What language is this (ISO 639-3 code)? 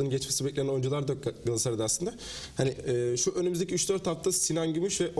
tur